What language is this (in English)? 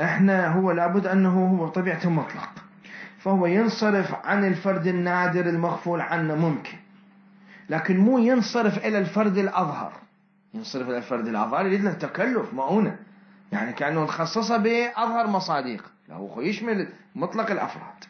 Mesopotamian Arabic